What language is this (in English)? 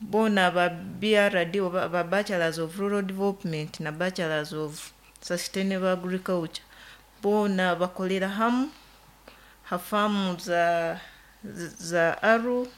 Nyoro